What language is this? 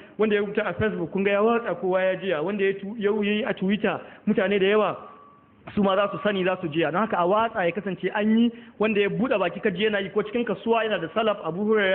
Hausa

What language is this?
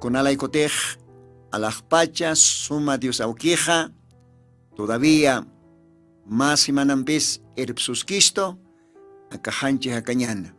Aymara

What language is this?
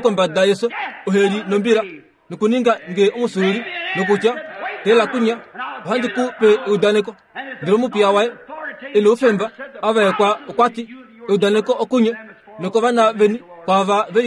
Kuanyama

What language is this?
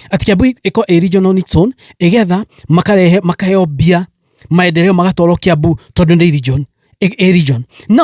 Kikuyu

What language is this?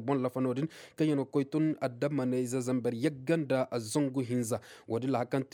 Koyraboro Senni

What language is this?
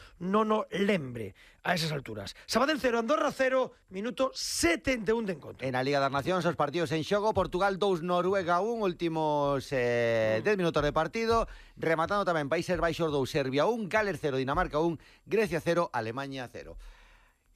Galician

